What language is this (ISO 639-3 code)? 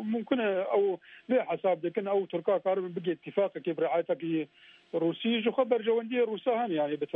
kur